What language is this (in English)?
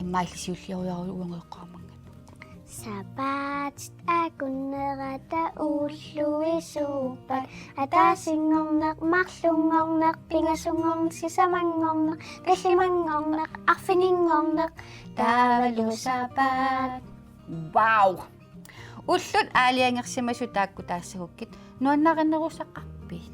Kalaallisut